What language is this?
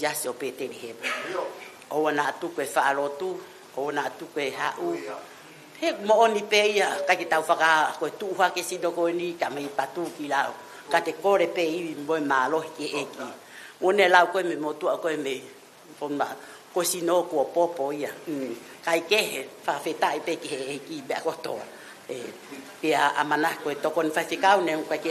Tongan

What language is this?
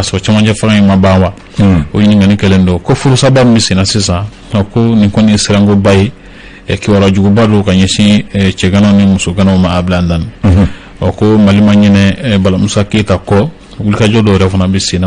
Bambara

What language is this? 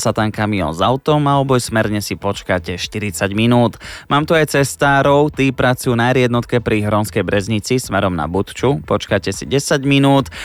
Slovak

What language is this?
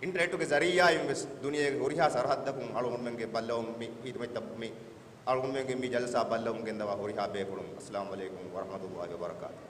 Divehi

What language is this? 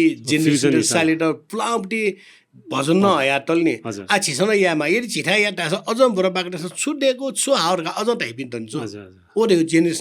Newari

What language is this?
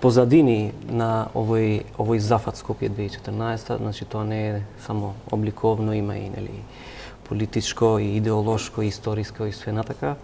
Macedonian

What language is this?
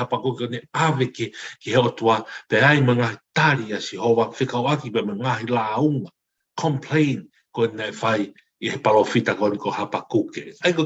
Tongan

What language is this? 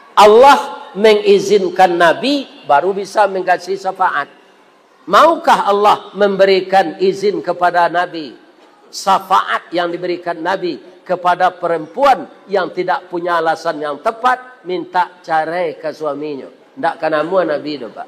Minangkabau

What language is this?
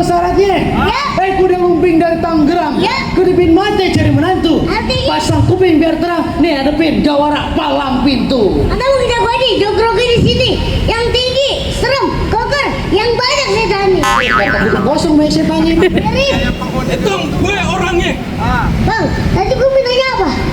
Betawi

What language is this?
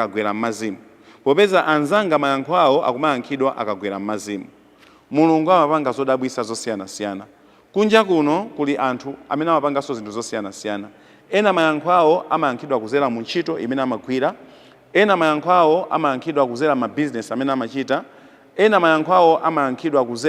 Nyanja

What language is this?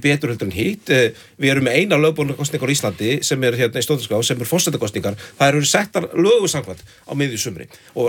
Icelandic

